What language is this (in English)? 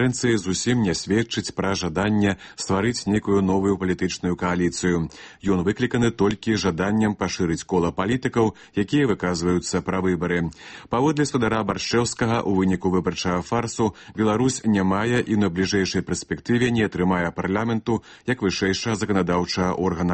Belarusian